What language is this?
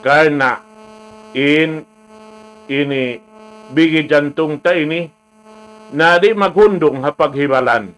Tausug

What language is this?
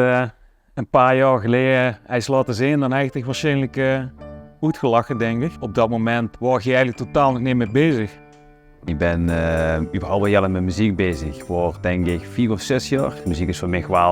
Limburgish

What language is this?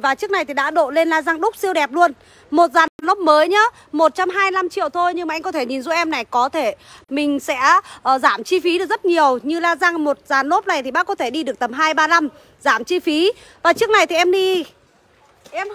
Vietnamese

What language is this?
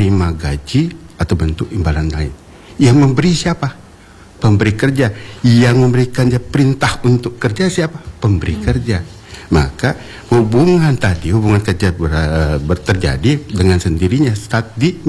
Indonesian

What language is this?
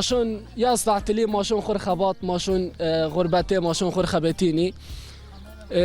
Zaza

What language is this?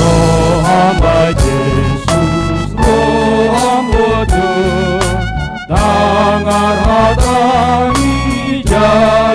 Batak Simalungun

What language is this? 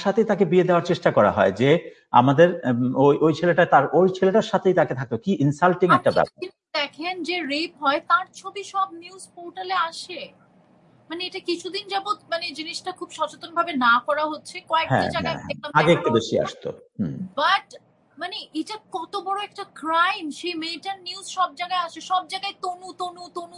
Bangla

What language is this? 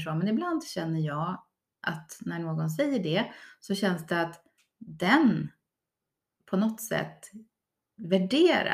Swedish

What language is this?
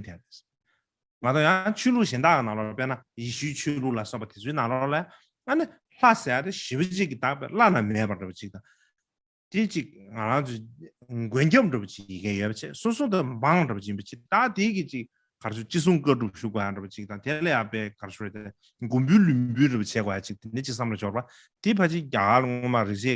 Tibetan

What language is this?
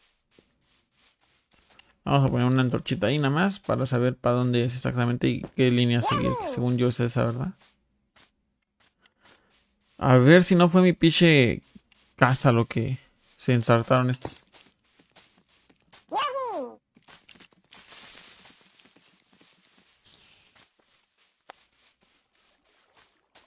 Spanish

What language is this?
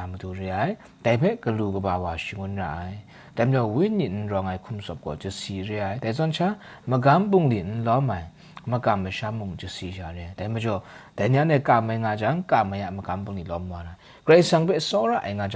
Kachin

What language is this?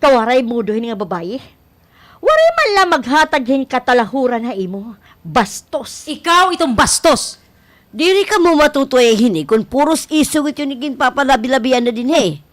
Waray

